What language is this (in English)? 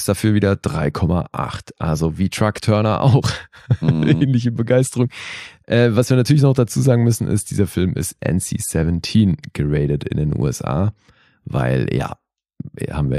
German